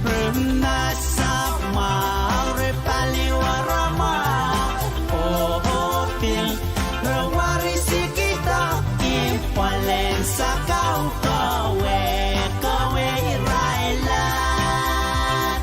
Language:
Pohnpeian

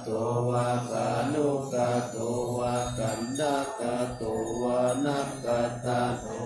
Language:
Pali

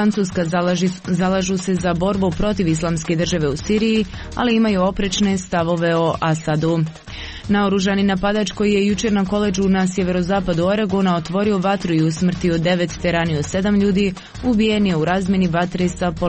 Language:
Croatian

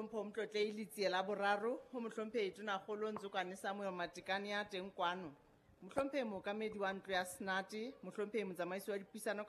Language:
Southern Sotho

